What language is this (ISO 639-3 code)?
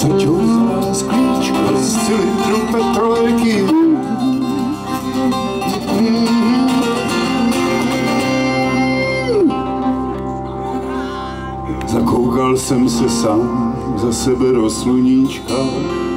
ces